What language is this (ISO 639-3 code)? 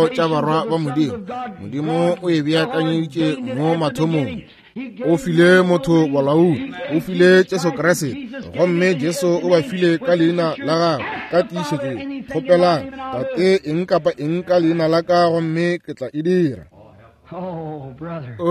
nso